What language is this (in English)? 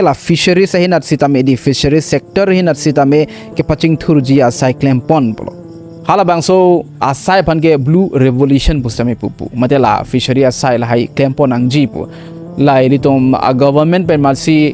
Karbi